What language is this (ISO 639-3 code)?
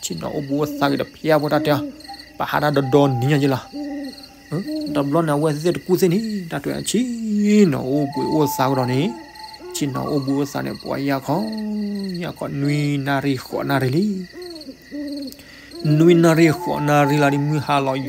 ksw